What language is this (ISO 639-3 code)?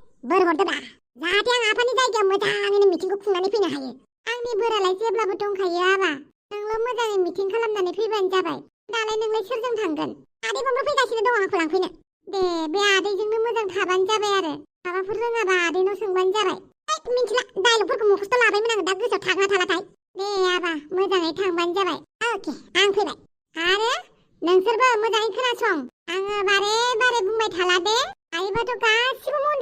brx